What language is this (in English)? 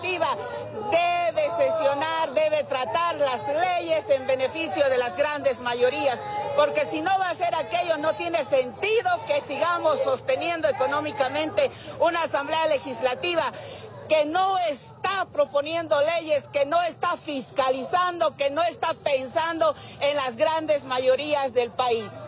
Spanish